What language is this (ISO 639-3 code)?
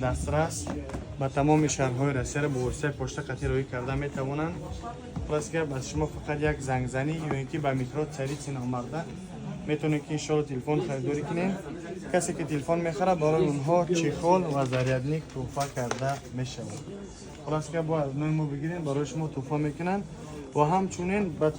tgk